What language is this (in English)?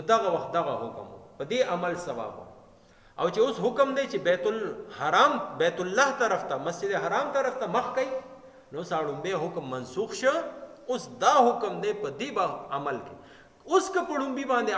Pashto